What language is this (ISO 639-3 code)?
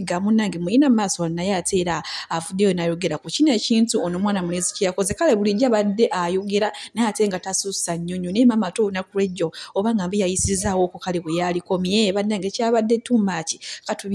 lug